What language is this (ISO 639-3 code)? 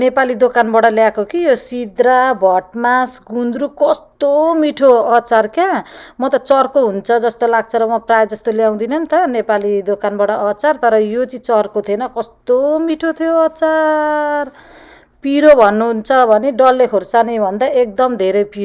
nep